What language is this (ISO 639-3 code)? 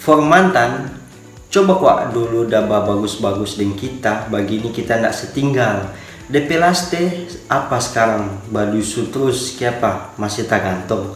xmm